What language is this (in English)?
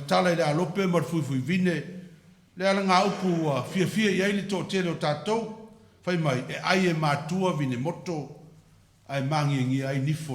Samoan